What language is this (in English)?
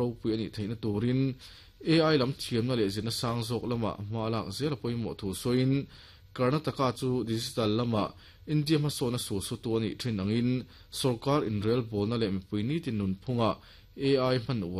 Mizo